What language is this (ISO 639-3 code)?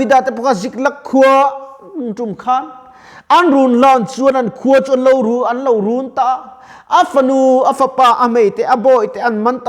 lus